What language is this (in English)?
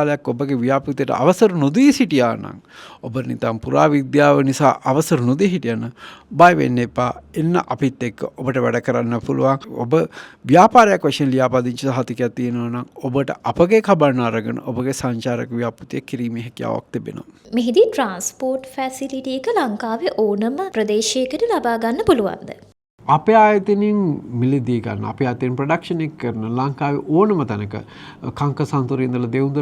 Sinhala